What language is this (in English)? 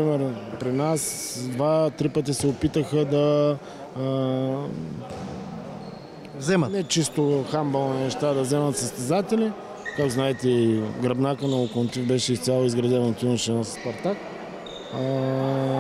Bulgarian